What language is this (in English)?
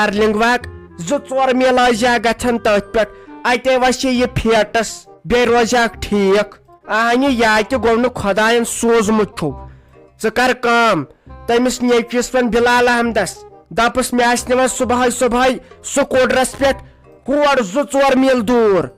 Kashmiri